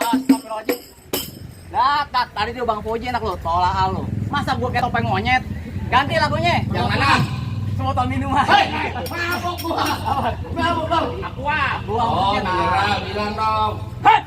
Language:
Betawi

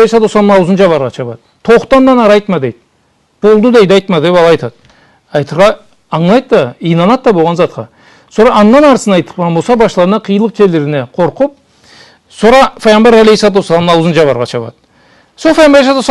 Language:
Karachay-Balkar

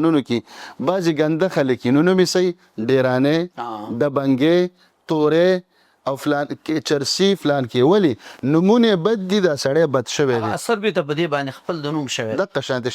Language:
Pashto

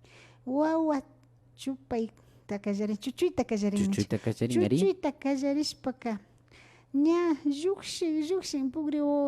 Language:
Imbabura Highland Quichua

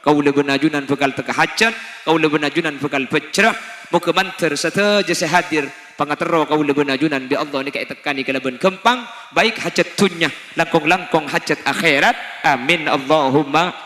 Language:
Madurese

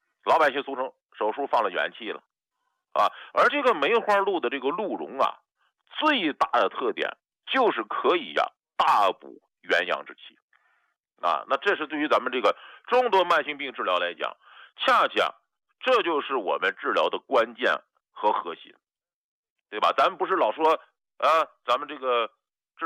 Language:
Chinese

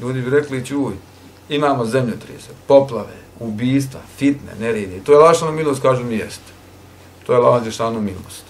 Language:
Bosnian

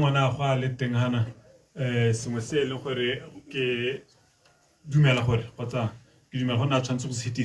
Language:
Tswana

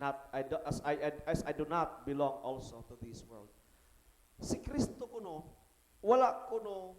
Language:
Cebuano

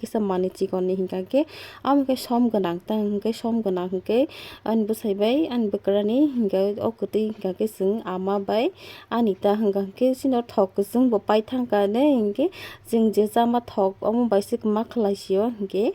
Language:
Kok Borok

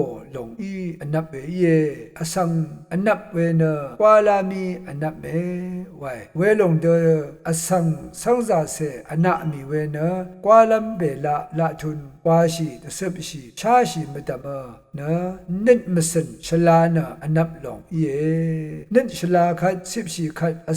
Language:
Rawang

